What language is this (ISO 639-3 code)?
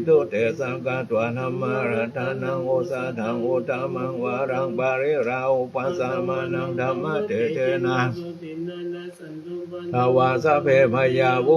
pli